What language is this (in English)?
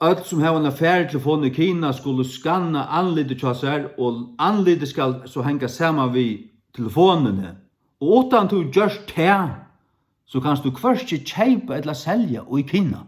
Faroese